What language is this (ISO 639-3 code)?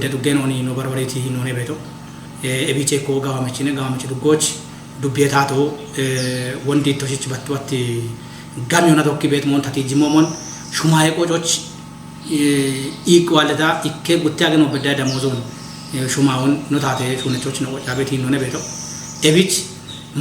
kbr